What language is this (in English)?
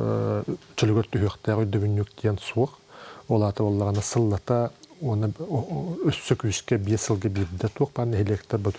Yakut